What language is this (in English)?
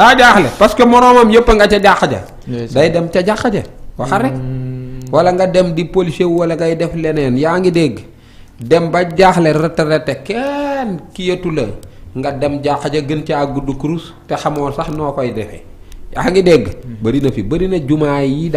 Wolof